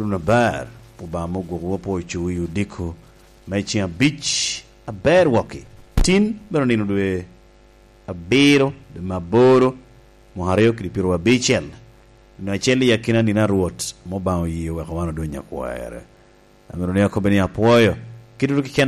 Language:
Lango (Uganda)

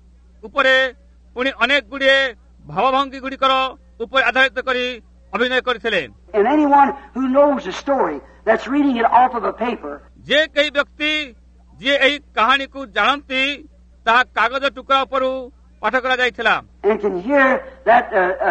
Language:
Odia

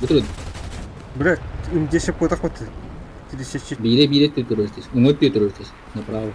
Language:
Yakut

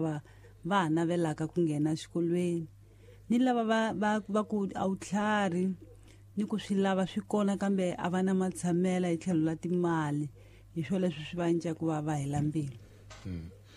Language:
Tsonga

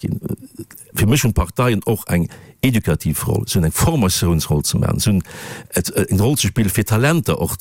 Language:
Luxembourgish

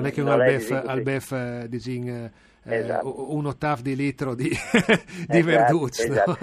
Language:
Friulian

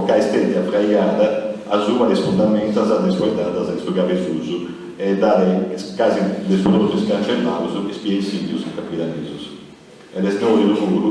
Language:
Sardinian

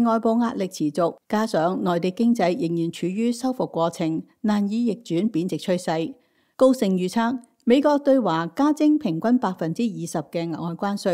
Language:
Cantonese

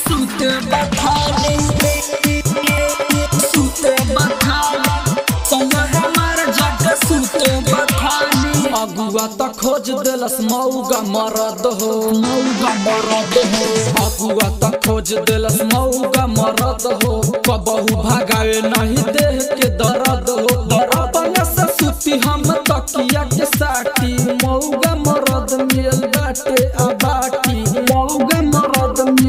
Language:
Bhojpuri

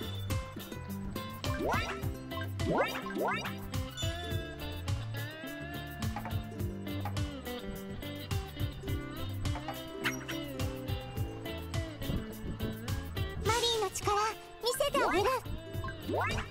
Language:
Japanese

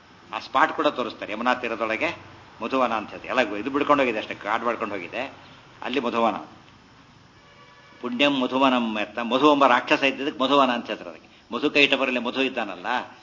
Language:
Kannada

